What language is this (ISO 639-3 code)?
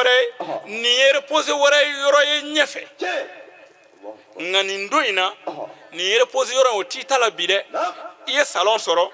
bam